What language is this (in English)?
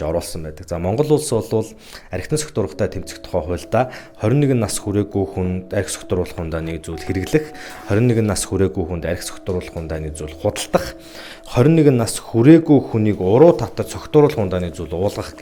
Mongolian